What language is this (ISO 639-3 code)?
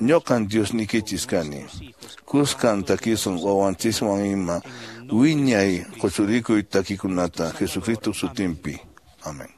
que